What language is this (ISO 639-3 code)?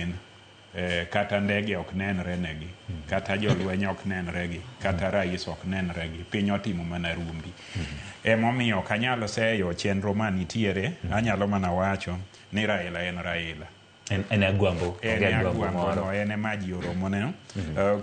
luo